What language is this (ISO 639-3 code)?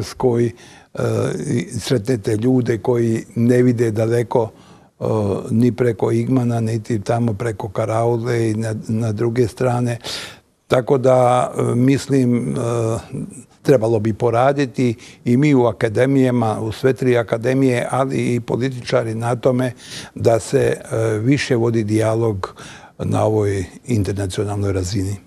bos